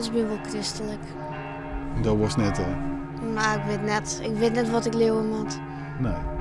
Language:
Western Frisian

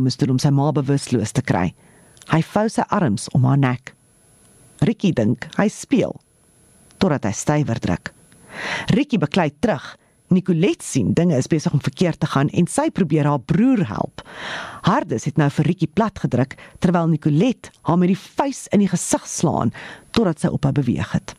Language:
Afrikaans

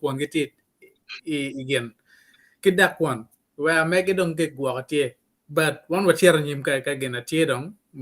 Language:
Acoli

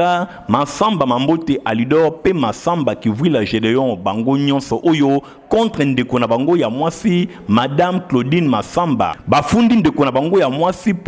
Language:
Lingala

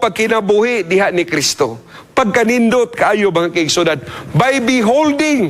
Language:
Cebuano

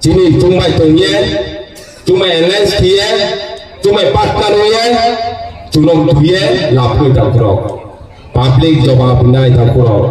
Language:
Riang (India)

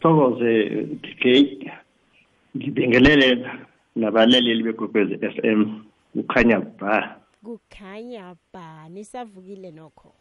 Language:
South Ndebele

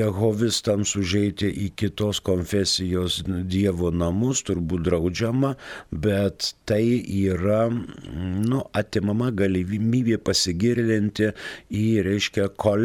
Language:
Lithuanian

